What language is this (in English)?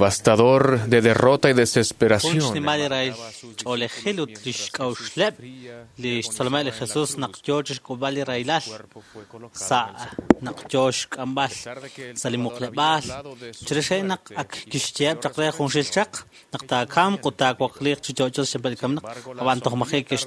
Kekchí